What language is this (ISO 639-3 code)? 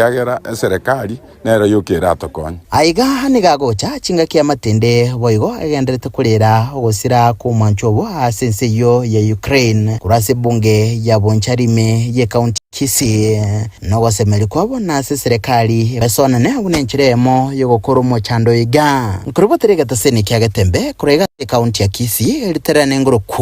guz